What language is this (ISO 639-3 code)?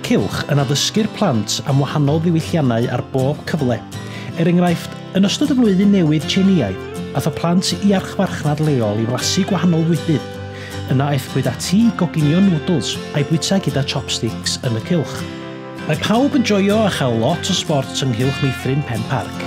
cym